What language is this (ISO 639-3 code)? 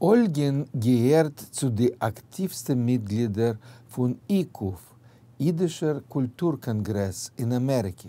yid